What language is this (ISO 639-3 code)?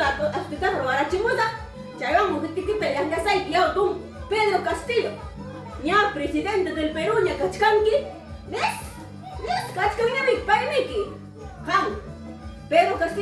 quy